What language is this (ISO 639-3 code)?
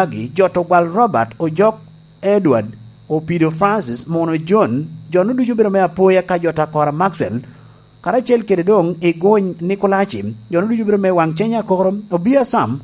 laj